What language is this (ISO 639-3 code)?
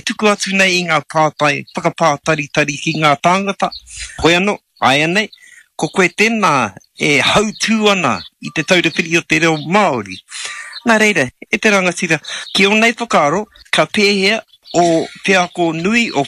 mri